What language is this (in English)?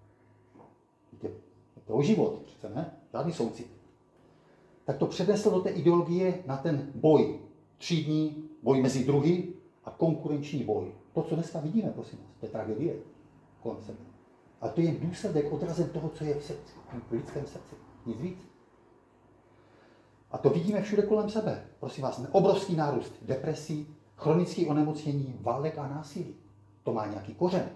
Czech